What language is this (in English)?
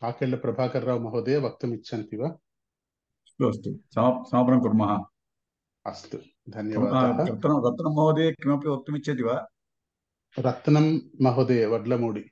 Sanskrit